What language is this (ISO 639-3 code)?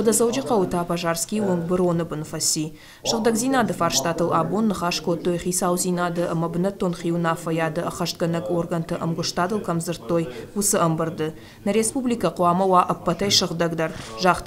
oss